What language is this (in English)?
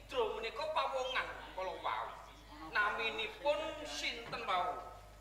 Javanese